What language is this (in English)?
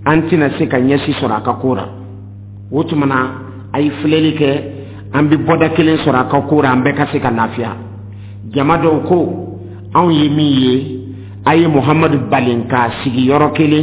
Dyula